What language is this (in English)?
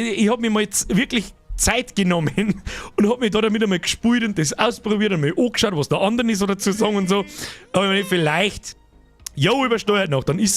Bavarian